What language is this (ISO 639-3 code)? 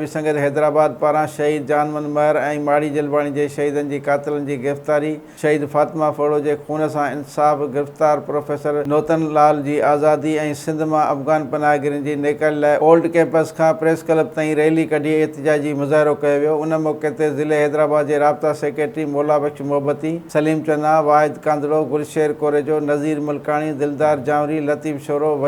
snd